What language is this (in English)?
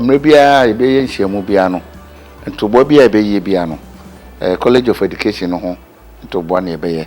Akan